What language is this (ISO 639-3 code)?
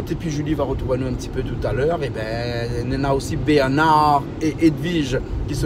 rcf